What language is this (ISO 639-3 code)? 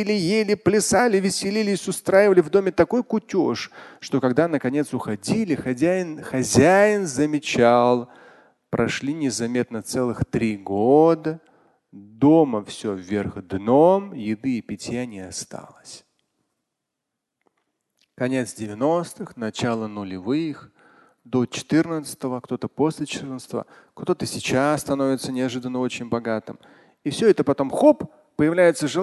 rus